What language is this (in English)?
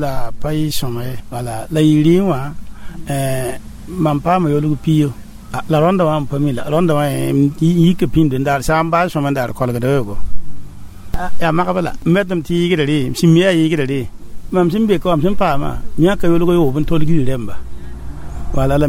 Mossi